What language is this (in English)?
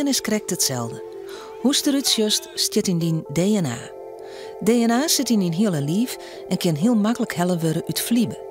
Western Frisian